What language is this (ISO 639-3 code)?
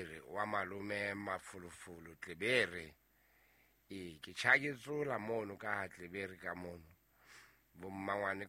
sot